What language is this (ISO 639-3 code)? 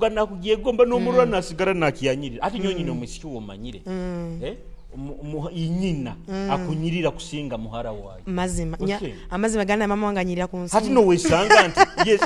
nyo